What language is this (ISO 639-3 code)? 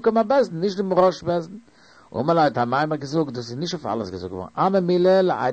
yid